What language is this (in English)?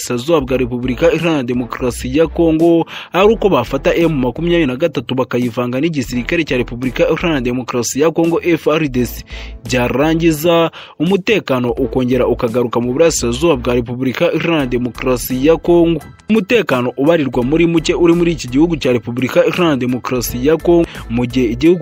Kinyarwanda